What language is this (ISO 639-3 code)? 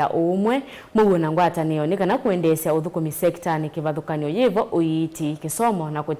kam